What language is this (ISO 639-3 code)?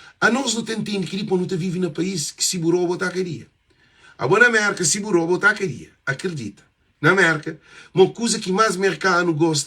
kea